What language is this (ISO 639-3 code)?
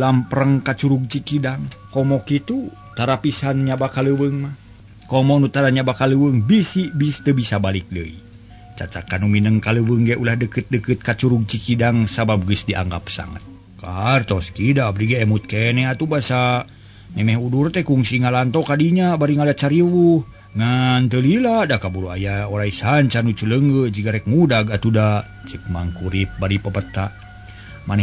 sun